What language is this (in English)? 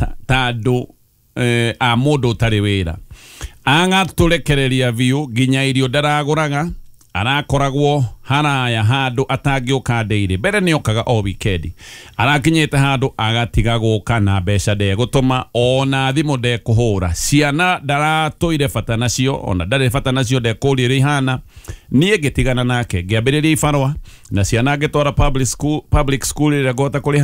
Kikuyu